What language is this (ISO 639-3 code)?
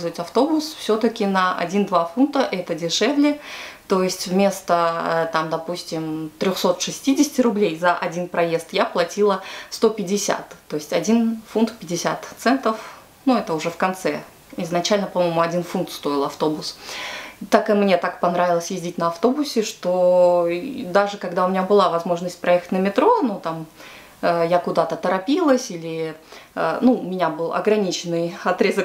rus